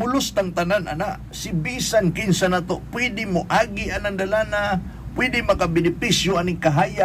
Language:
Cebuano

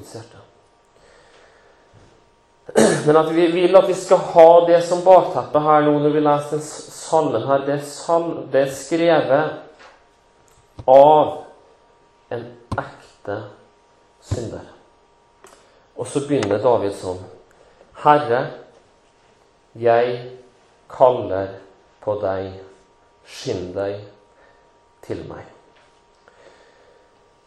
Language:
Norwegian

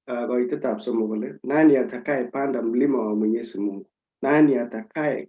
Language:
Kalenjin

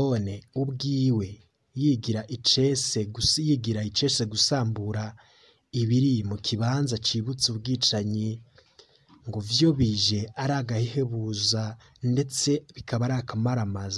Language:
Rundi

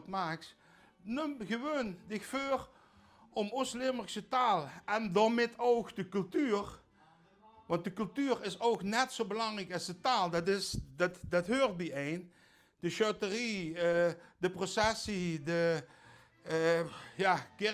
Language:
Limburgish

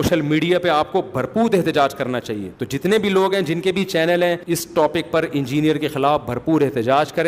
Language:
Urdu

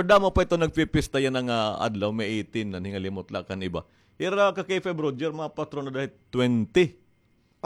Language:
Waray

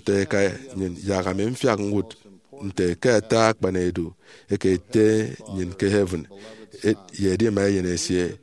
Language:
Efik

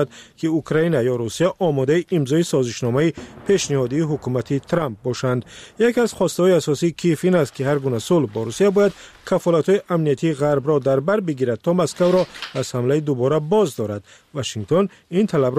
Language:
Persian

